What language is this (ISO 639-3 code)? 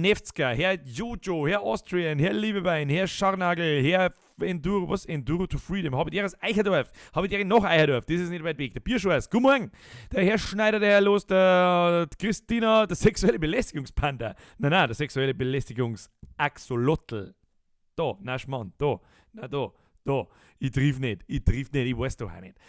bar